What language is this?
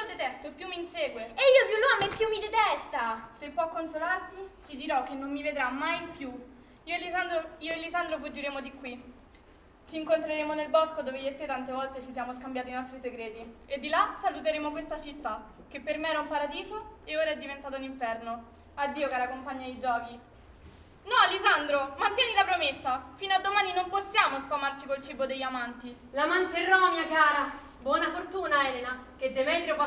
Italian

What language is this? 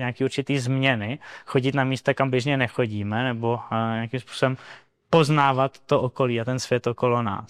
Czech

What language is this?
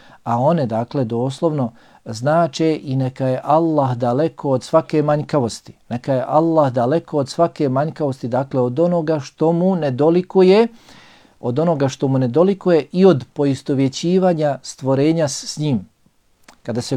Bosnian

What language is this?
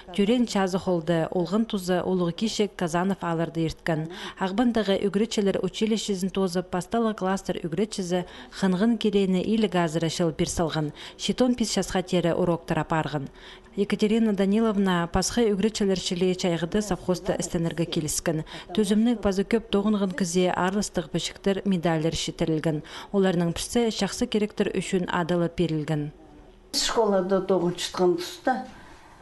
Khakas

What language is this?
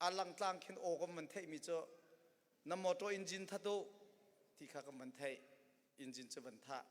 Hakha Chin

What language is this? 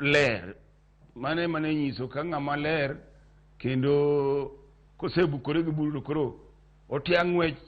Luo (Kenya and Tanzania)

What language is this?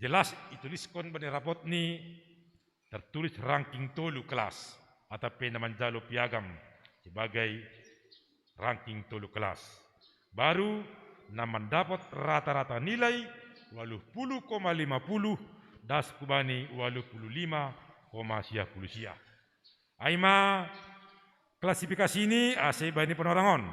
Batak Simalungun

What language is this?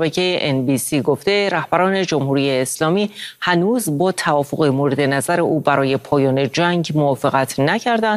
Persian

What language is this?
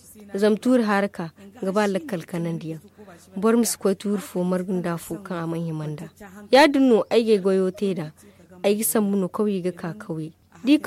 Zarma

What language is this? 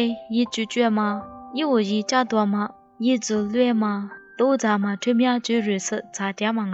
Lisu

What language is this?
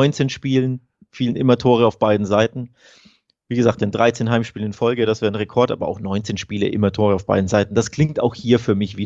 German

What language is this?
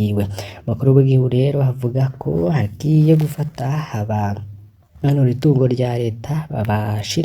Rundi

